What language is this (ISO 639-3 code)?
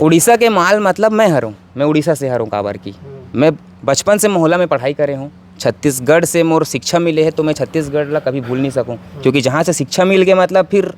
hne